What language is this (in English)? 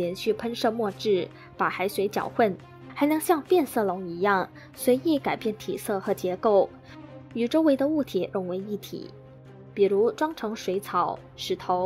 Chinese